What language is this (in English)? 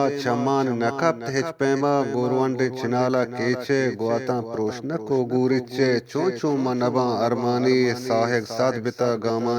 Eastern Balochi